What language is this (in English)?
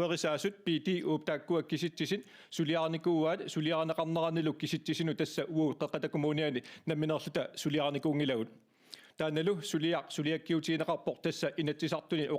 Kalaallisut